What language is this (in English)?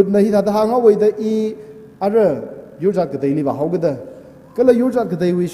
Tangkhul Naga (India)